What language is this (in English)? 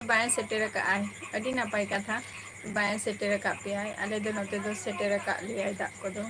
Santali